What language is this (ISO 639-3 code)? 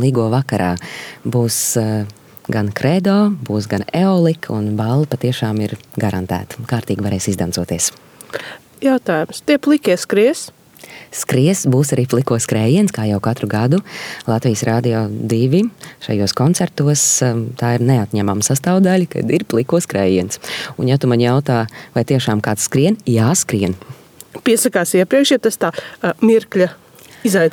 lav